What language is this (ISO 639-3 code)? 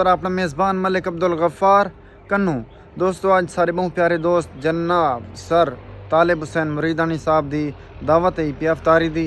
skr